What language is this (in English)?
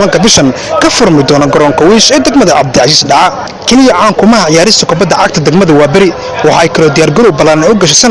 Somali